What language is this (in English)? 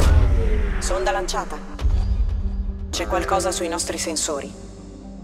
Italian